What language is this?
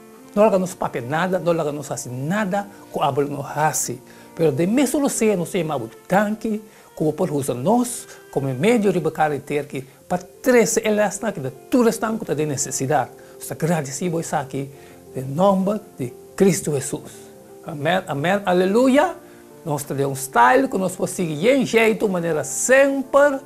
Papiamento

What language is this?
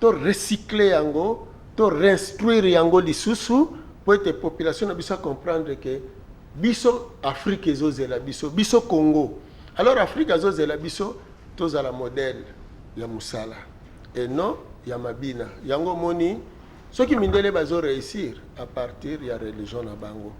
Lingala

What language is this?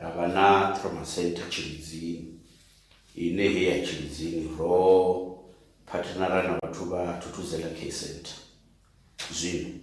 Venda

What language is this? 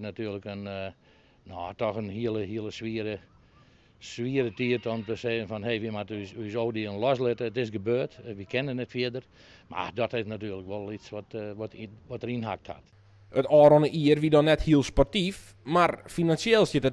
Western Frisian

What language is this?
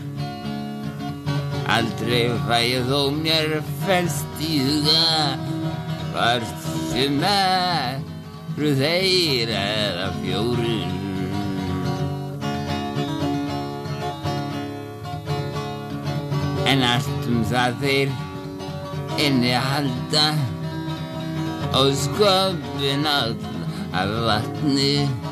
Icelandic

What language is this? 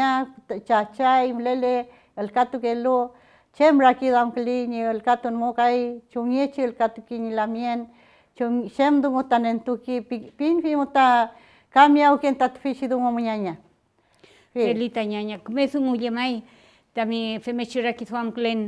Mapuche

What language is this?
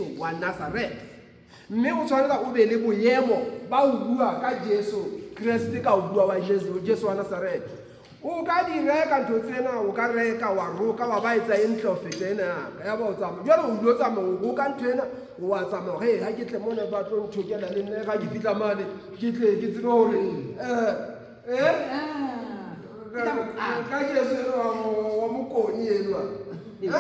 Southern Sotho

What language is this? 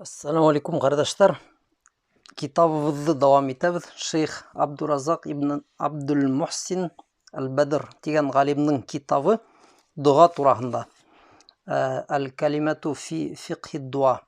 Bashkir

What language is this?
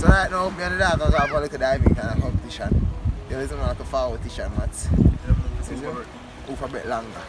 Jamaican Creole English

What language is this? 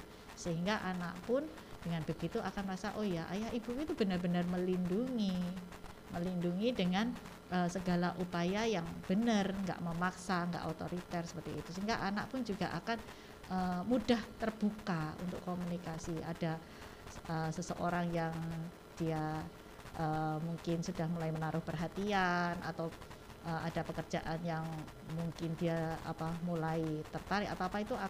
Indonesian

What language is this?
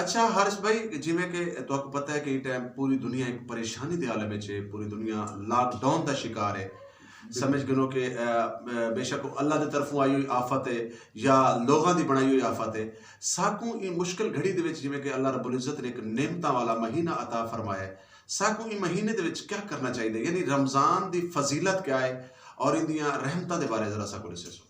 Saraiki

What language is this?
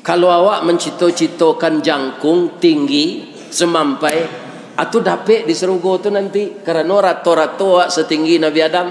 Minangkabau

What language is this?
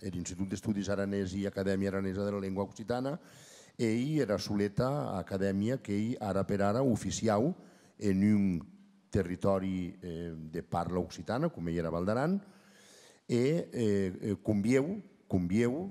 Occitan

